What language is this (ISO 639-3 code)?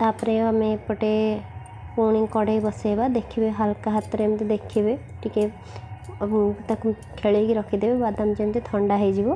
ori